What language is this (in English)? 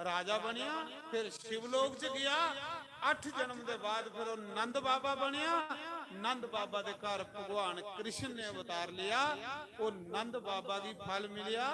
Dogri